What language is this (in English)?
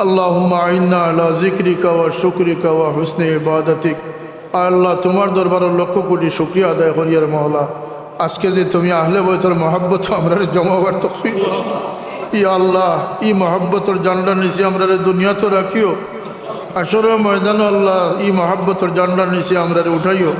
Sylheti